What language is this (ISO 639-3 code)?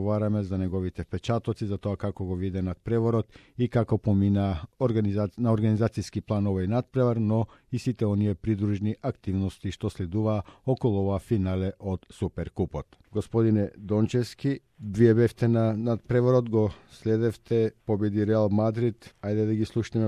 mkd